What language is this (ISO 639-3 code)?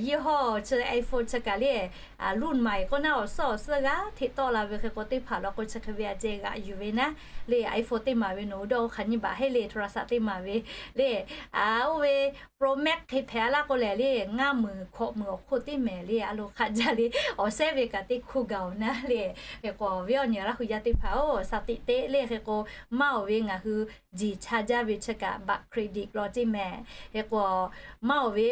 lhu